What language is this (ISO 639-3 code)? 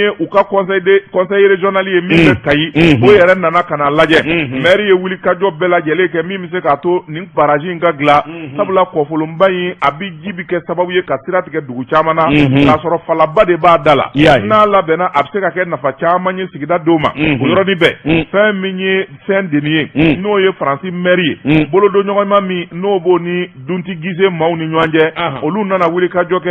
bam